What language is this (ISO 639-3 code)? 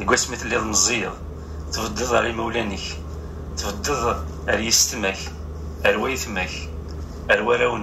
kab